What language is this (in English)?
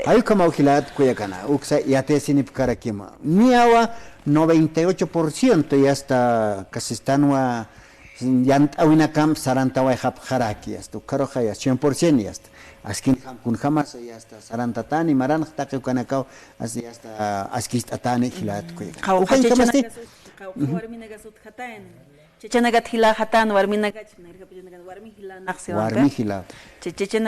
Aymara